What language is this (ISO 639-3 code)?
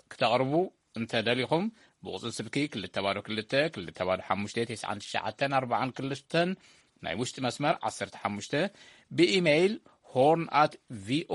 tir